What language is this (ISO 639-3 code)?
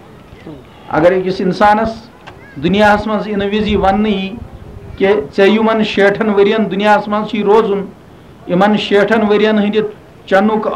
kas